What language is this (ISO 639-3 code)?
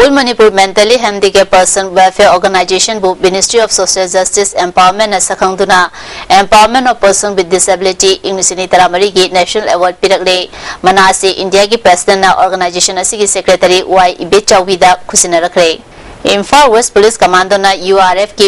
mni